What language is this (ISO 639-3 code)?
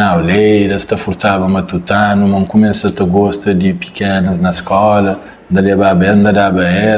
kea